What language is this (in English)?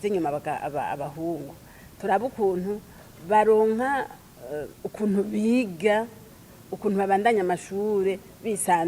Rundi